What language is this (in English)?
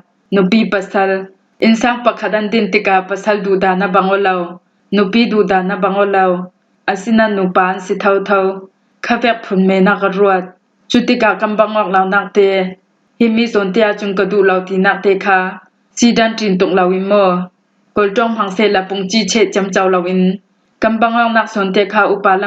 Falam Chin